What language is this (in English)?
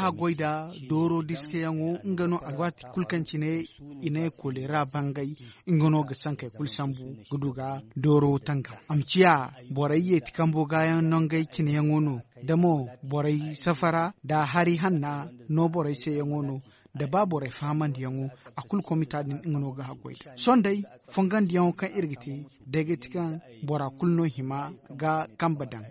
Zarma